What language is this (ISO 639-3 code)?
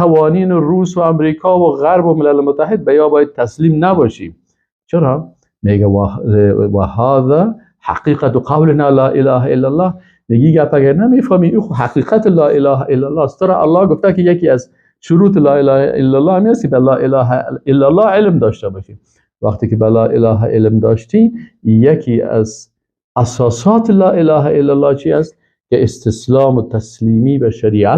fas